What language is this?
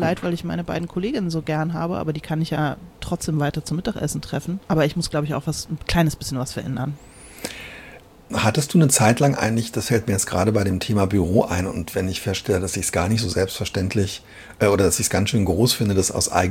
German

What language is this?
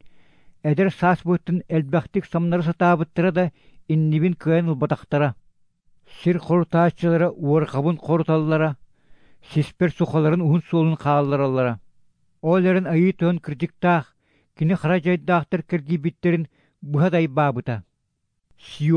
Yakut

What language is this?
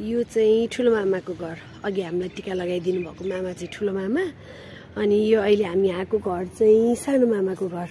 Nepali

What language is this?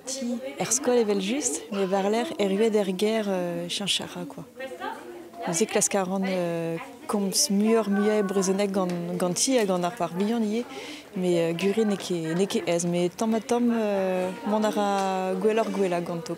Breton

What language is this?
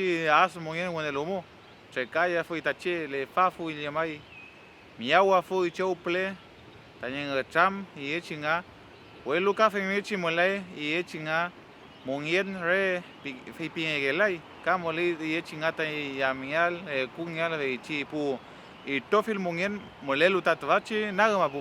Mapuche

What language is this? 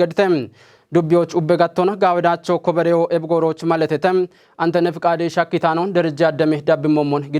Kafa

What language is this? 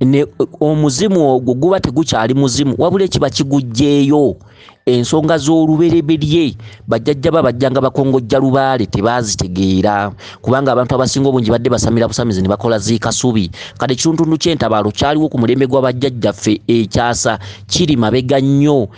Ganda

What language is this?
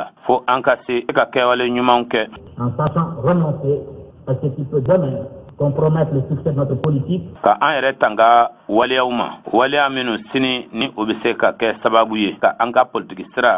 Bambara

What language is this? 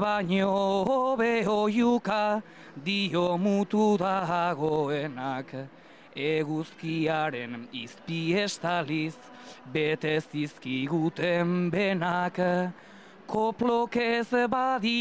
Basque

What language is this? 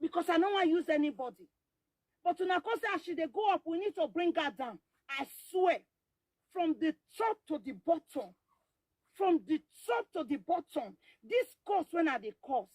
Nigerian Pidgin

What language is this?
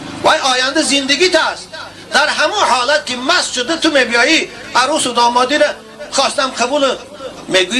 Tajik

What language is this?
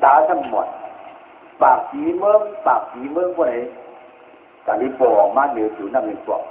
Shan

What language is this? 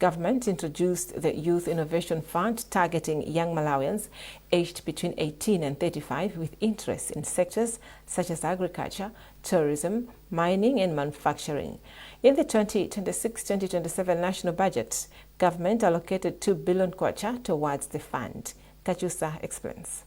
English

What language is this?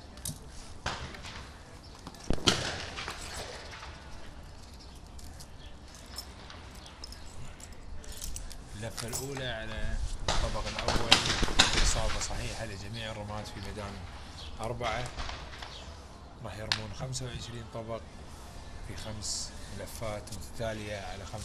Gulf Arabic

